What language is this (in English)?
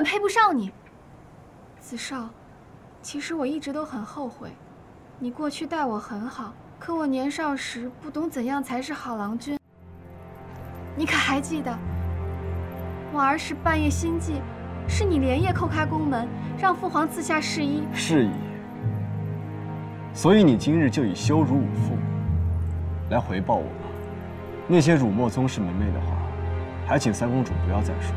Chinese